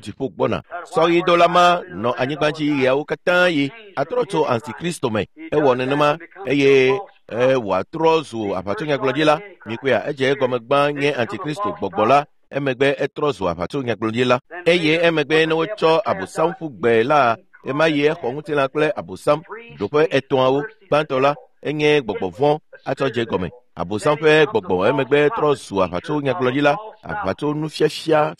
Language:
Ewe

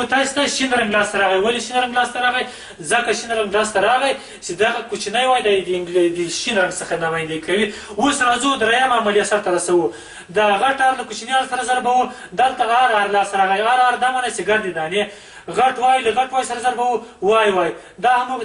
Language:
Pashto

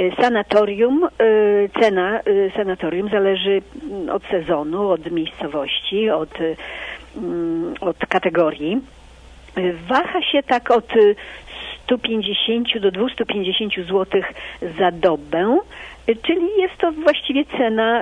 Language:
Polish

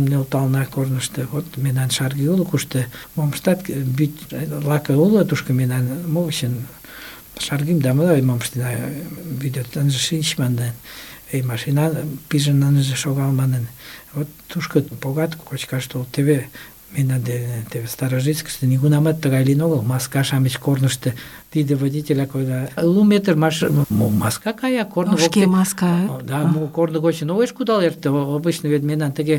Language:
Mari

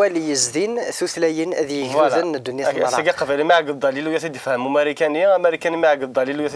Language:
Kabyle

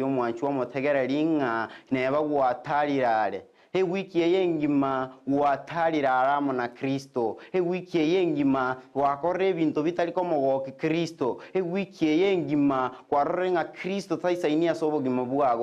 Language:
Gusii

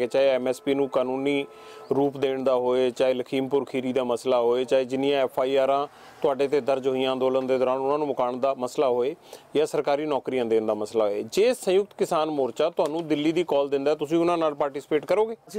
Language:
Punjabi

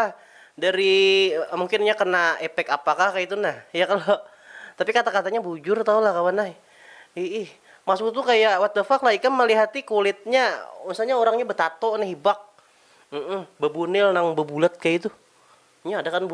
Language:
Banjar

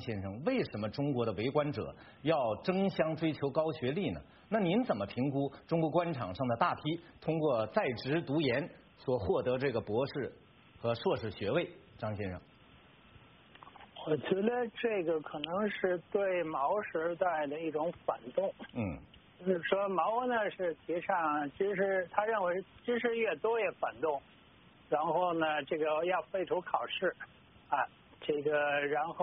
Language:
Chinese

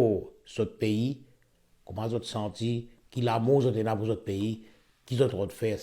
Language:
Morisyen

